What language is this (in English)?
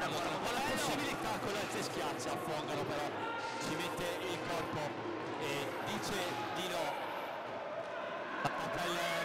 Italian